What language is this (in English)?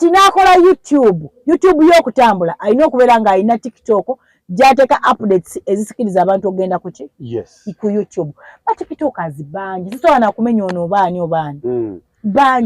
Ganda